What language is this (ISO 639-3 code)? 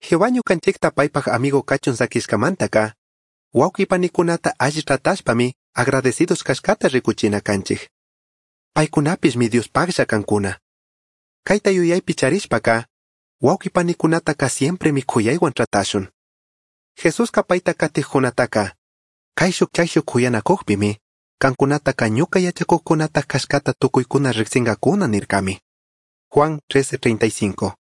qug